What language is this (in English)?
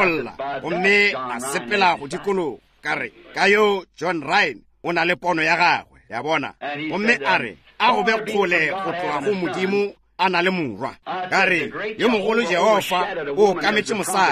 Northern Sotho